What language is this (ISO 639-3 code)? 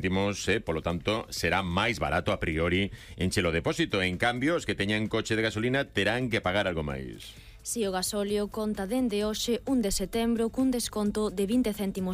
glg